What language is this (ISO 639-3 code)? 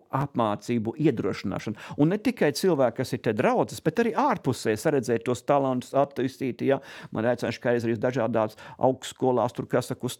lav